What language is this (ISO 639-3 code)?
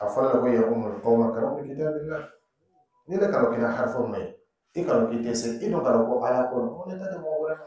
dyu